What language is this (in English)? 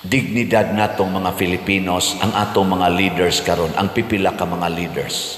Cebuano